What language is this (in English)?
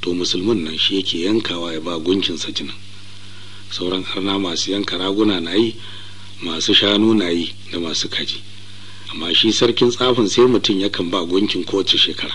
Hausa